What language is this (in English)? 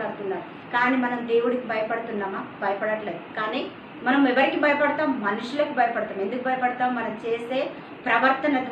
Telugu